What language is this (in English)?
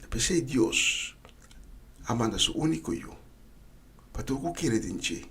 Papiamento